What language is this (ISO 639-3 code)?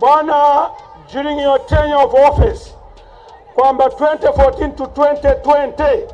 nya